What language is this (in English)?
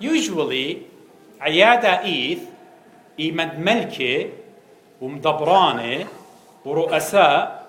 Assyrian Neo-Aramaic